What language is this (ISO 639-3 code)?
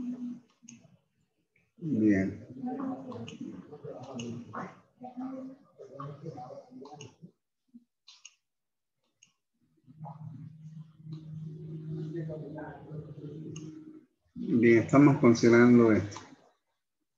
spa